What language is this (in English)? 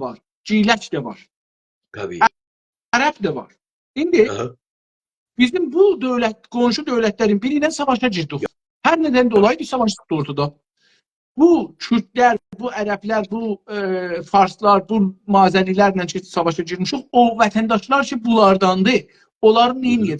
South Azerbaijani